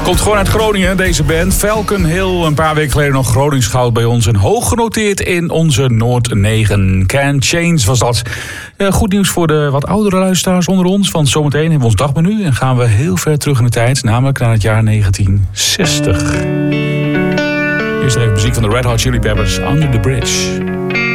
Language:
Dutch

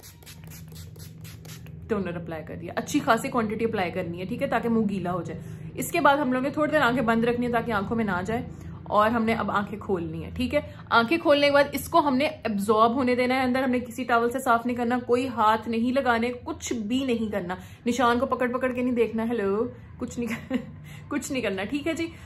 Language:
Hindi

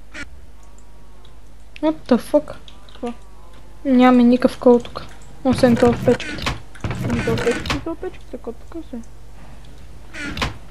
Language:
Bulgarian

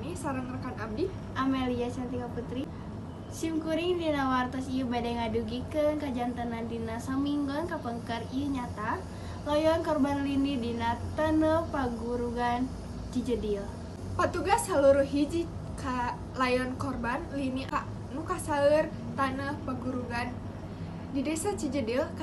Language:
Sundanese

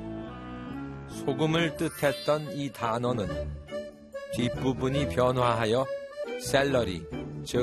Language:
Korean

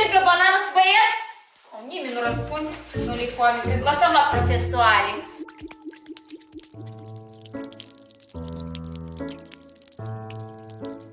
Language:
Romanian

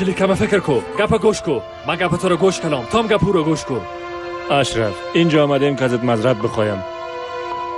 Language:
Persian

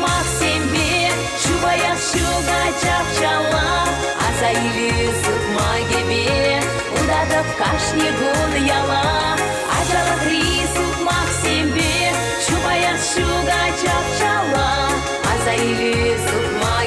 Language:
Chuvash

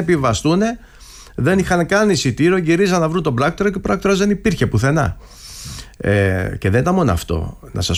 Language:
Greek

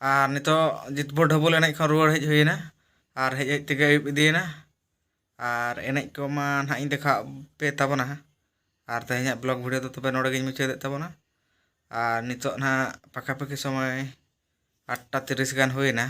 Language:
Santali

